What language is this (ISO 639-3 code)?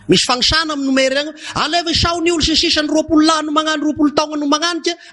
mlg